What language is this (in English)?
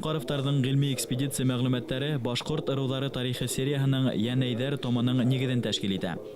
Bashkir